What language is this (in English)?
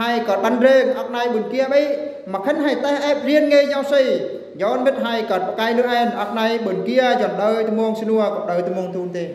Eastern Bru